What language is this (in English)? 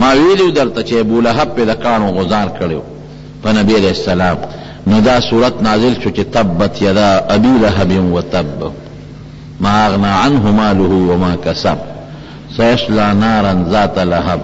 Pashto